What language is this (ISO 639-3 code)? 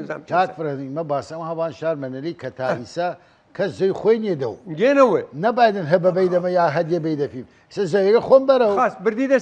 sdh